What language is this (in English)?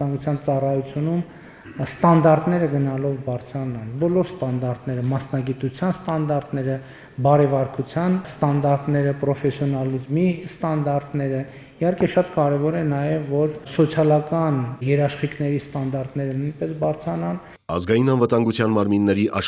Armenian